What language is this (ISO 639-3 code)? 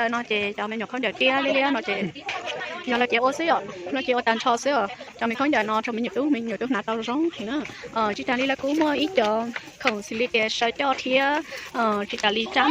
hmn